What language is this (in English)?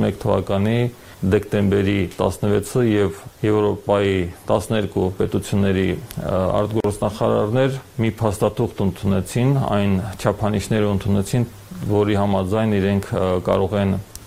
Armenian